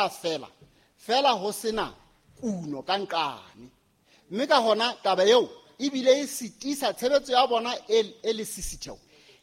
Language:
Southern Sotho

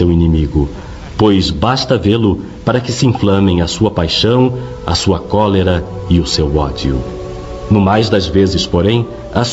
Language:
Portuguese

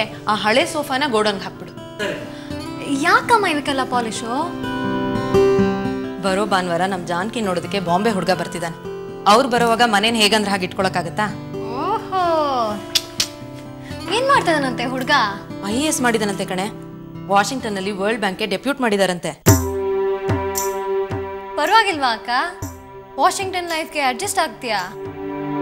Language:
Kannada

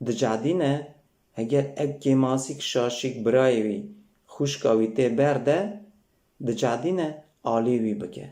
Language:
Kurdish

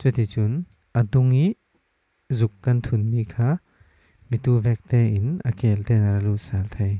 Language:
Falam Chin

